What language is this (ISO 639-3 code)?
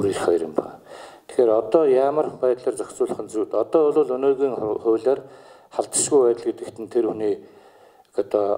mon